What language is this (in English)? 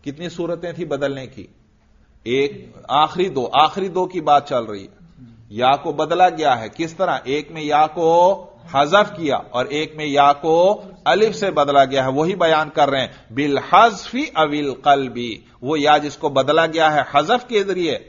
Urdu